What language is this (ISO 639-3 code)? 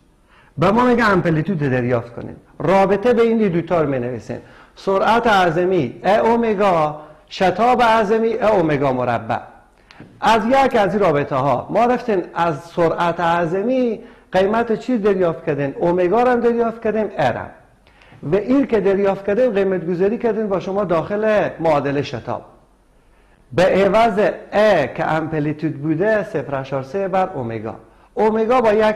fas